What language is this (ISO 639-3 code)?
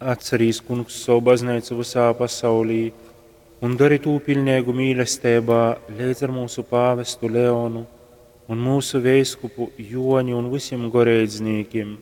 ltg